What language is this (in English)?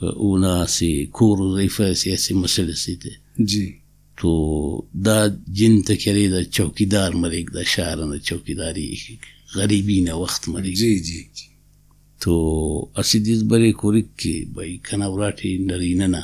Brahui